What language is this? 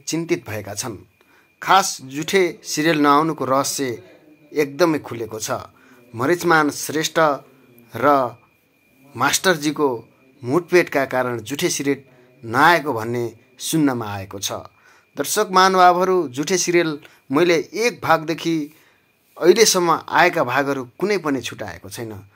Nepali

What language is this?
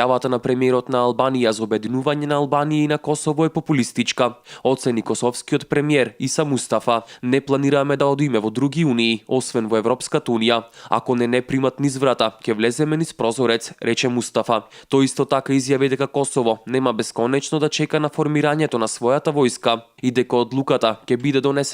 Macedonian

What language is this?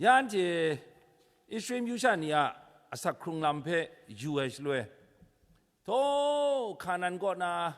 Kachin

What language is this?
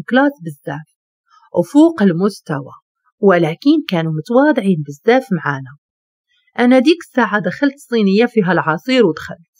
Moroccan Arabic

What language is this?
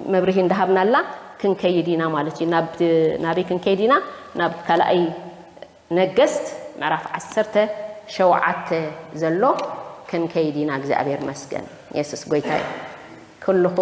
Tigrinya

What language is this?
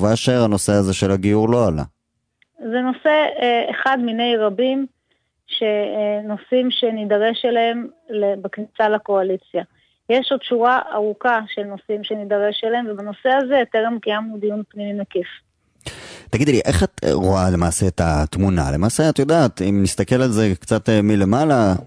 Hebrew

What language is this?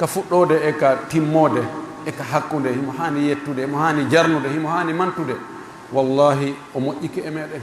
Pular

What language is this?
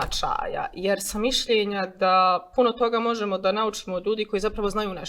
Bosnian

